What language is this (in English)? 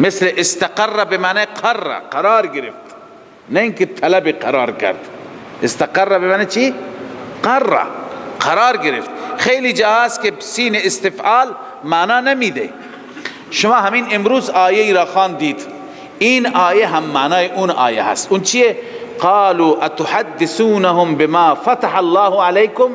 Persian